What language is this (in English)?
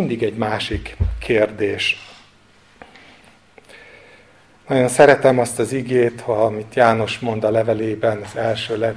Hungarian